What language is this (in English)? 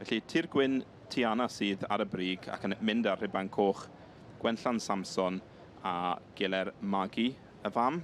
Welsh